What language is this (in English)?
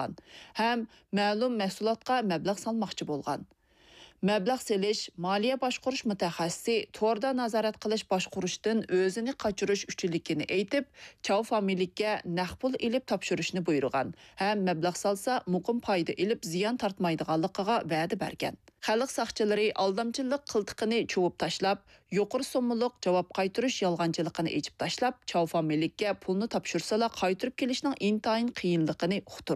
Uyghur